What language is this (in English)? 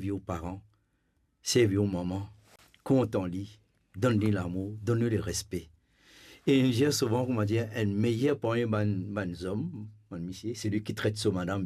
Morisyen